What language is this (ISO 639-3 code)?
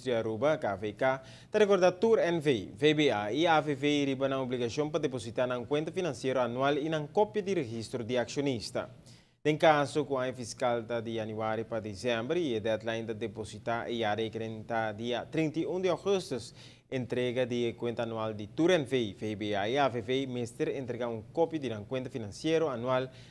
pap